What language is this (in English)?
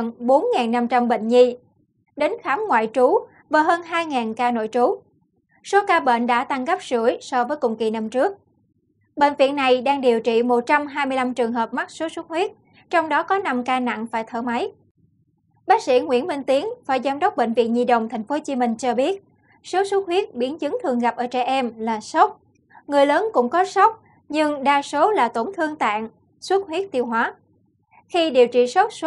Vietnamese